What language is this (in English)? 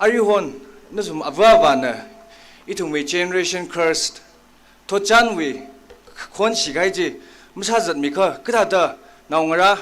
Tangkhul Naga (India)